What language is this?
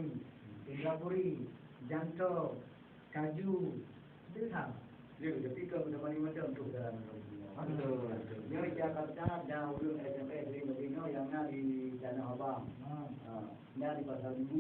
Achinese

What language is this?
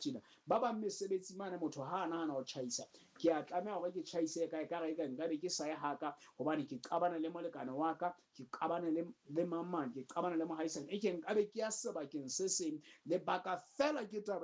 Southern Sotho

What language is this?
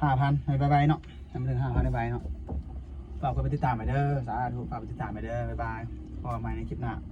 Lao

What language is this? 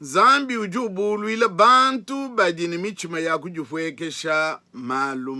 Luba-Lulua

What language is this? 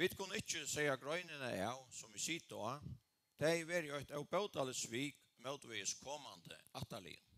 Faroese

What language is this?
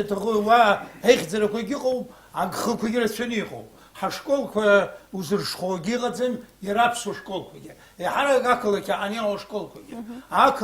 Abkhazian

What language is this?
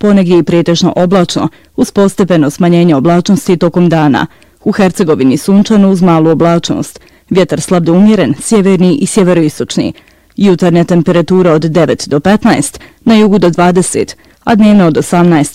Bosnian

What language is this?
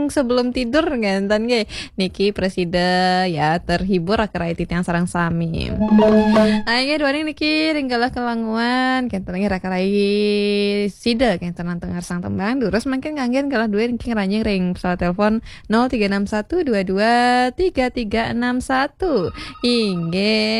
Balinese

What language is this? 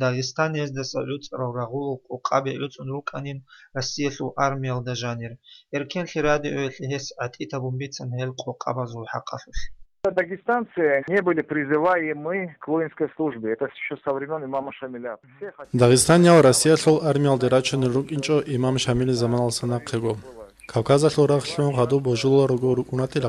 Avaric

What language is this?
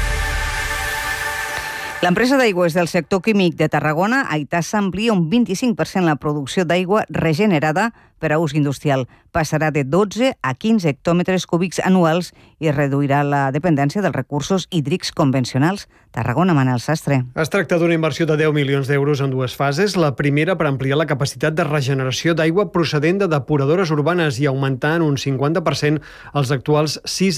Catalan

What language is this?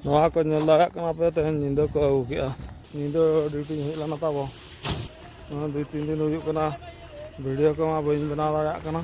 Santali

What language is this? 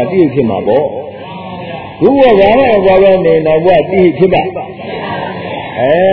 Burmese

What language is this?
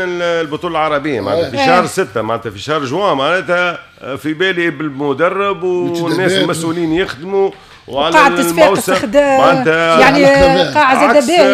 Tunisian Arabic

